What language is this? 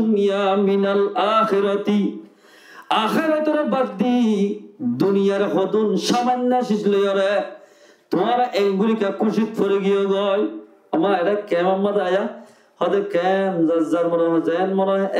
Rohingya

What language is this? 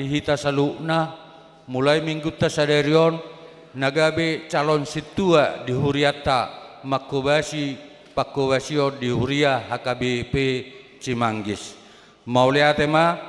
Batak Toba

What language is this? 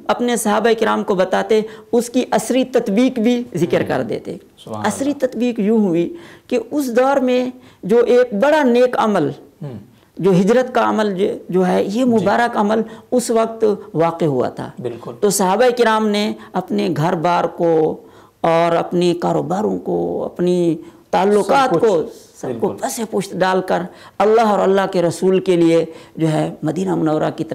Urdu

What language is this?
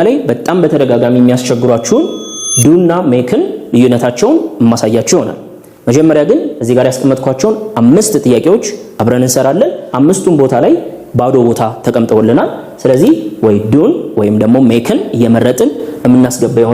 Amharic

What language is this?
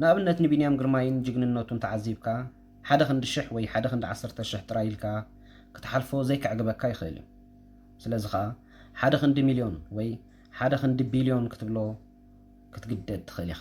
Tigrinya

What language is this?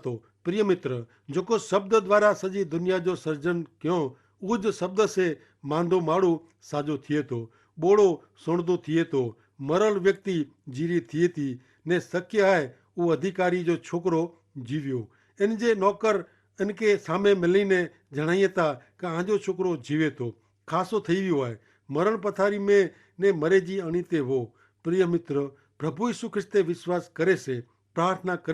Kachhi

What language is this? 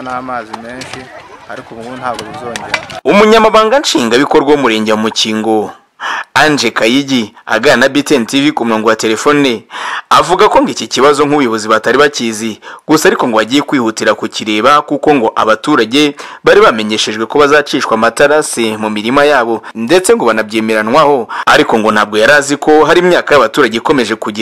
Kinyarwanda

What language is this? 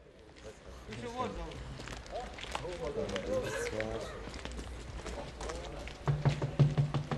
Bosnian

